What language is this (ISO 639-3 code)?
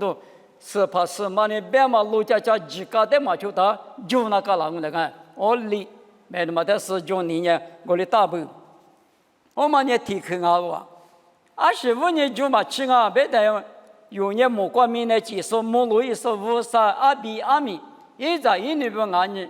lis